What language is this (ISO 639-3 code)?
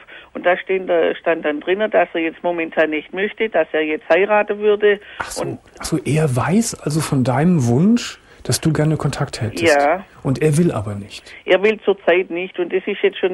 deu